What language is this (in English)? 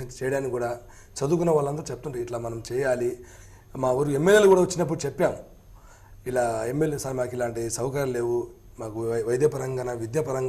Telugu